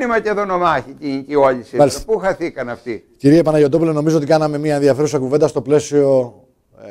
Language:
Greek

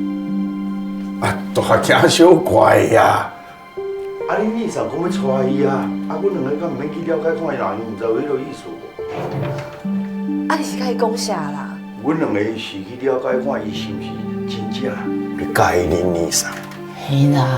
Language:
Min Nan Chinese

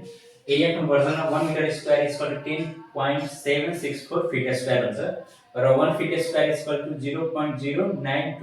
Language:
Nepali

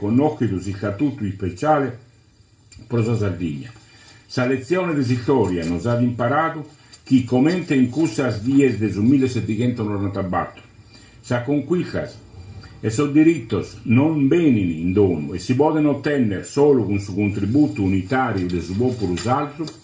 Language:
Sardinian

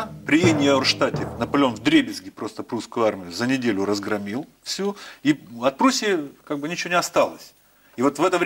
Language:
Russian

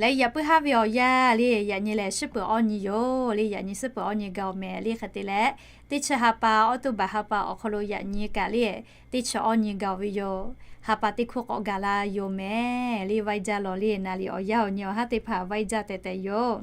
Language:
Lahu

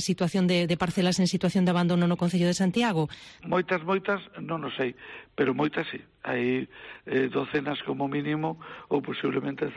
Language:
Galician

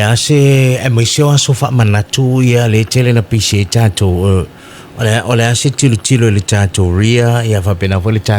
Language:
Samoan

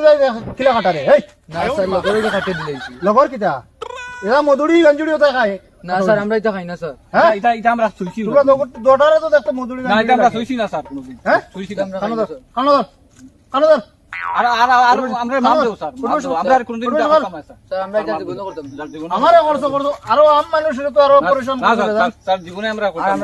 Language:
Sylheti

